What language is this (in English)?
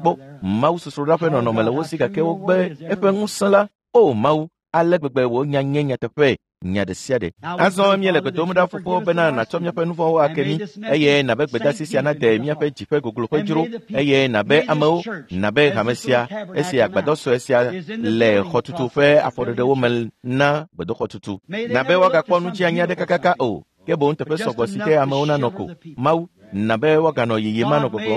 Ewe